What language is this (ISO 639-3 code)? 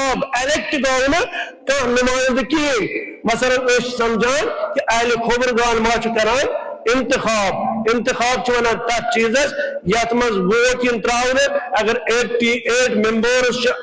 kas